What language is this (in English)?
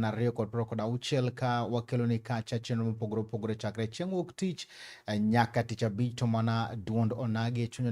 Luo (Kenya and Tanzania)